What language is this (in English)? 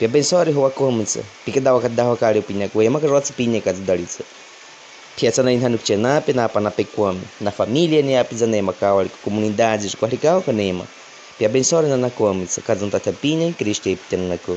Baniwa